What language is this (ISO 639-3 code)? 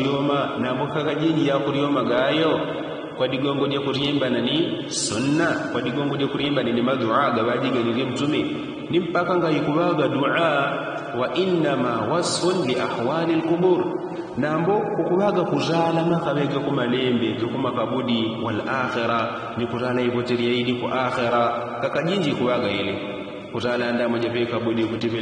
yao